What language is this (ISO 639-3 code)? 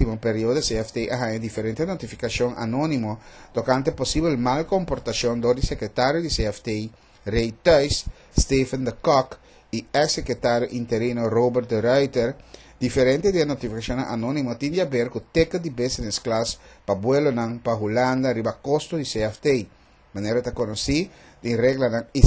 pap